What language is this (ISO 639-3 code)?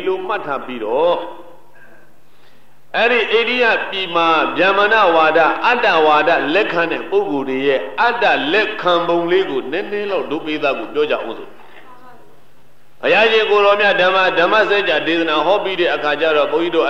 mya